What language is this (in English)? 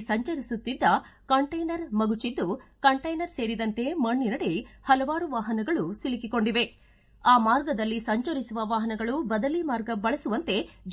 Kannada